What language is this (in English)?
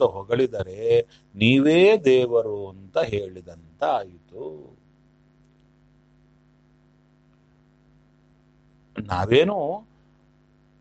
Kannada